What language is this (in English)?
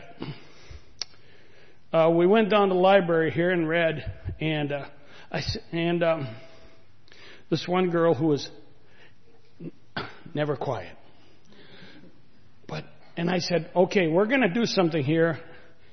English